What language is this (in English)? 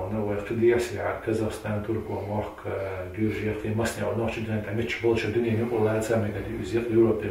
Chechen